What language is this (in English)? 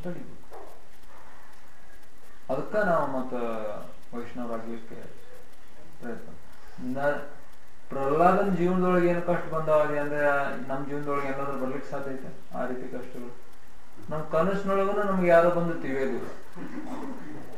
Kannada